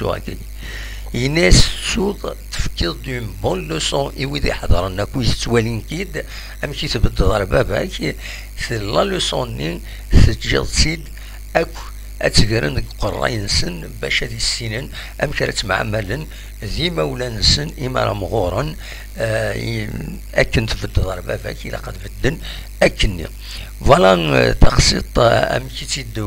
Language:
Kabyle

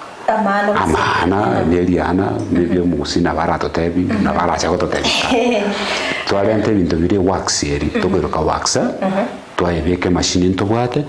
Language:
Gusii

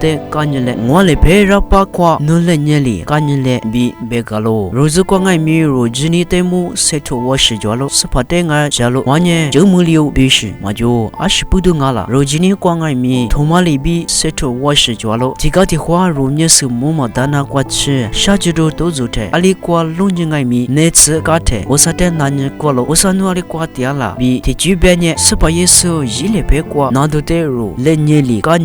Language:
Lisu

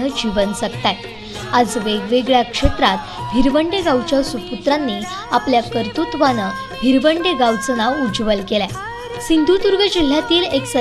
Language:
Marathi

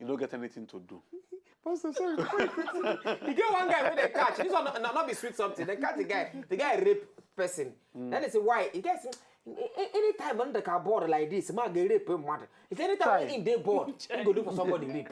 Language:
Nigerian Pidgin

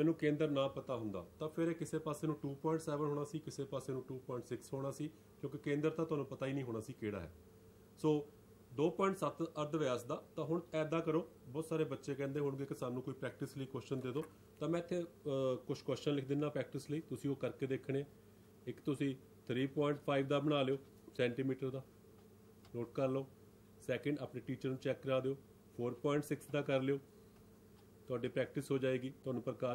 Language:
Punjabi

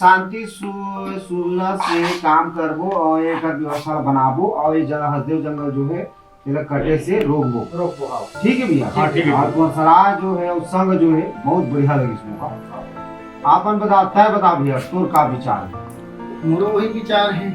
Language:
Chhattisgarhi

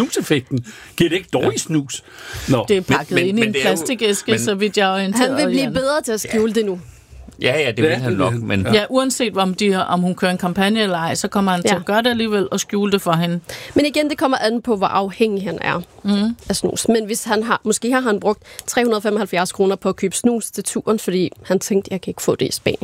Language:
Danish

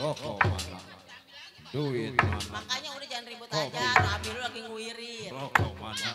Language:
Betawi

